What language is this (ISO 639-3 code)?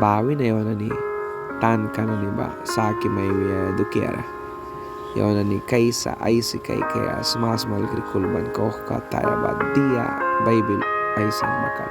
miq